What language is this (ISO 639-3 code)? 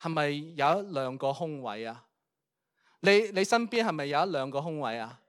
yue